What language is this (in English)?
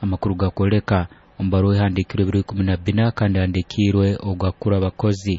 Nyoro